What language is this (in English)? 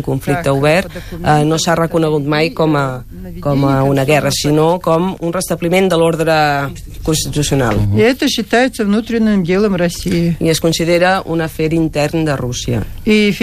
Catalan